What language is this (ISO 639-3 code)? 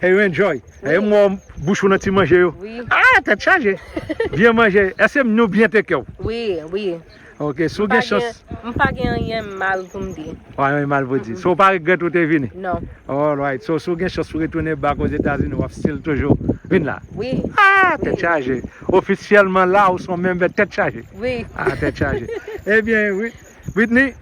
hat